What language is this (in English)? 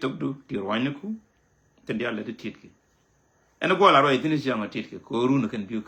Nuer